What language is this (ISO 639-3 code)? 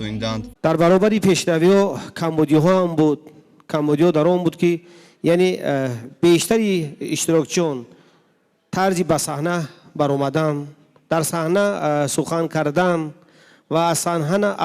tgk